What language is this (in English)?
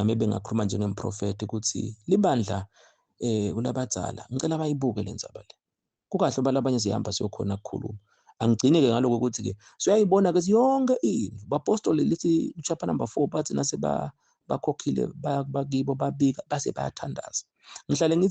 Zulu